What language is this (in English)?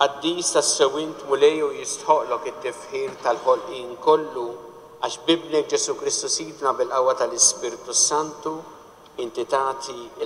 Maltese